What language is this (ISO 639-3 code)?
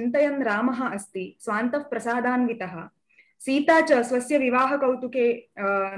san